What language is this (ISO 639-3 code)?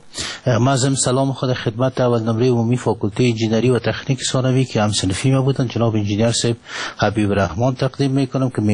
fas